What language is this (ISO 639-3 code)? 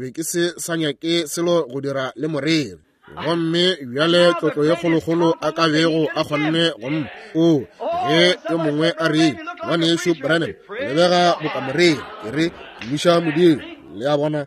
nso